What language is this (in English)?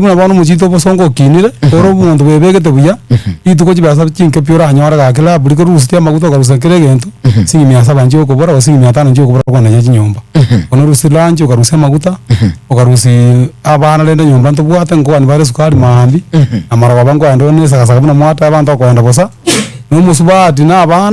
Gusii